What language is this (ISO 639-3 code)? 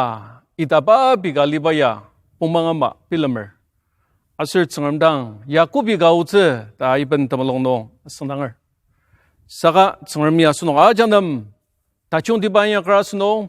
njo